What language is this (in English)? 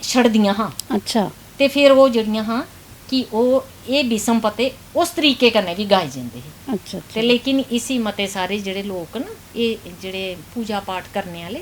Dogri